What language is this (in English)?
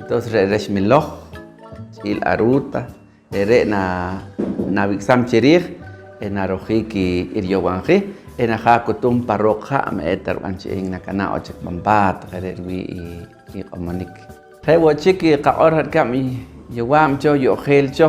Poqomchi'